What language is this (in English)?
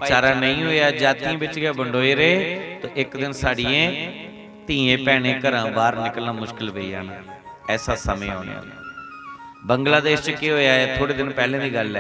Dogri